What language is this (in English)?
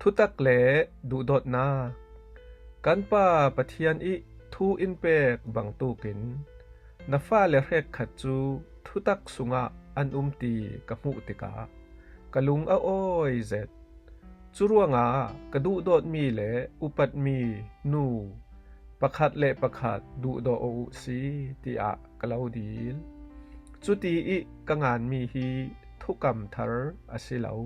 Falam Chin